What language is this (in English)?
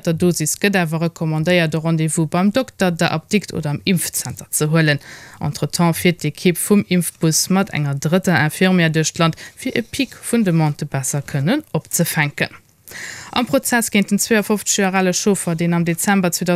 Luxembourgish